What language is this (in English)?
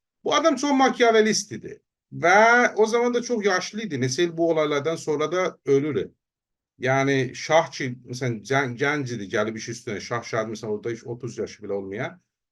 South Azerbaijani